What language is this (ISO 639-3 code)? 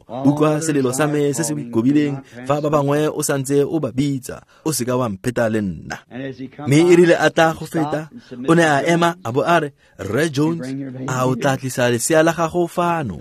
tsn